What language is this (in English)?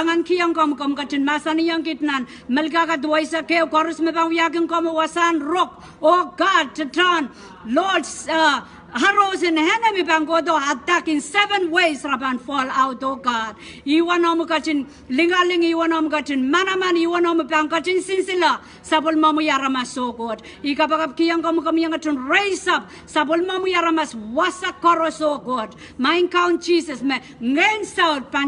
Pohnpeian